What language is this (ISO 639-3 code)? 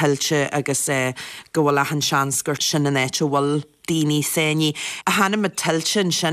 gle